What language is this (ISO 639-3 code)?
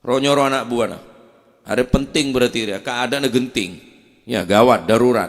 mad